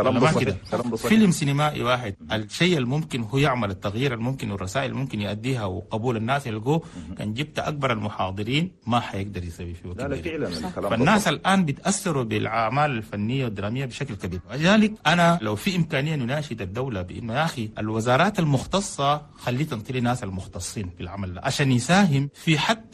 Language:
Chadian Arabic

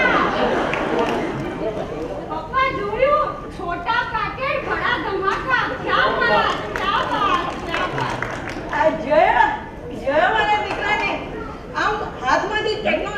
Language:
Gujarati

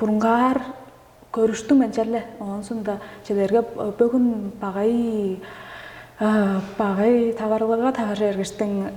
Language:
Tuvinian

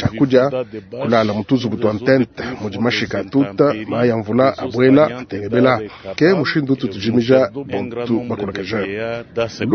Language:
Luba-Lulua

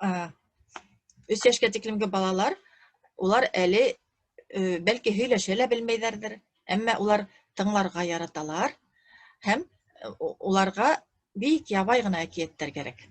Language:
Bashkir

